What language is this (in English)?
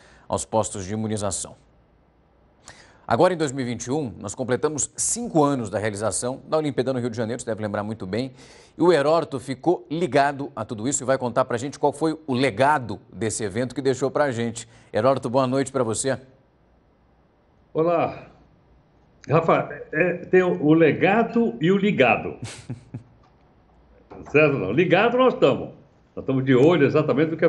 Portuguese